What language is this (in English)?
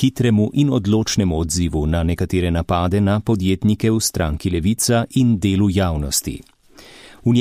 Slovenian